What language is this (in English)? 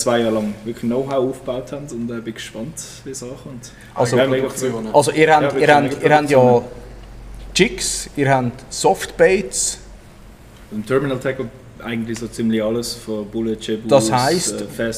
Swiss German